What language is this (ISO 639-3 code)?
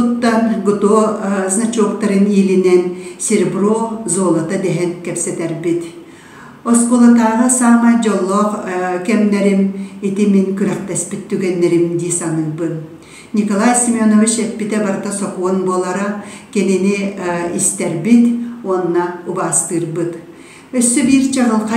sah